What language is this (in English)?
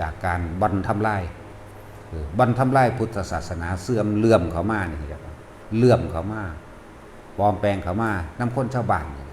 Northeastern Thai